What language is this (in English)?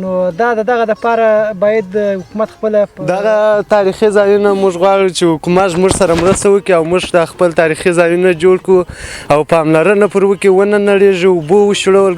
Pashto